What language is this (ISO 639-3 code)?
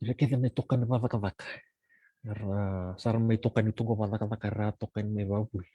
fij